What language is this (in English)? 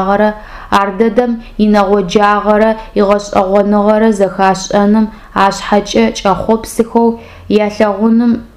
Adyghe